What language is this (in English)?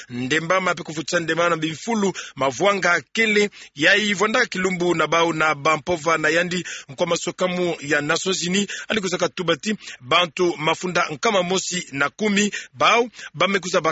Kituba (Democratic Republic of Congo)